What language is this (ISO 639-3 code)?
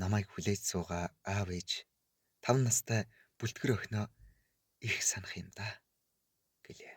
mon